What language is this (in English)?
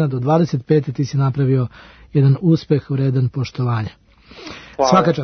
Serbian